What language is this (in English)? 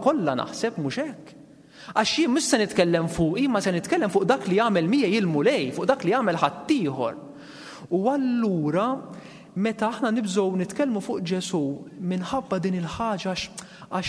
Maltese